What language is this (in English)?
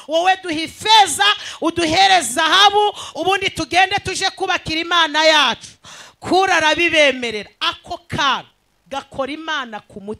Kinyarwanda